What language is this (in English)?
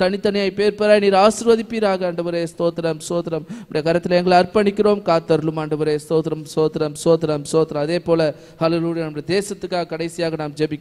Tamil